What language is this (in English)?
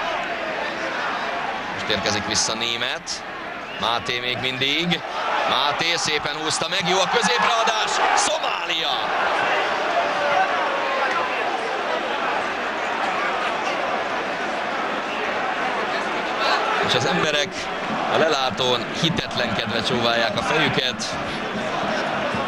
Hungarian